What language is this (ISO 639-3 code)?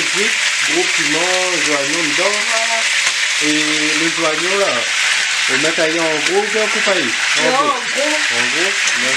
rcf